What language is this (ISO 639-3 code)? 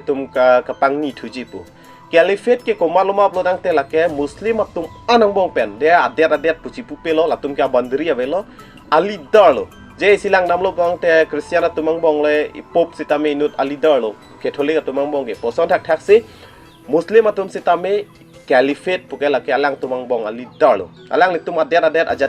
mjw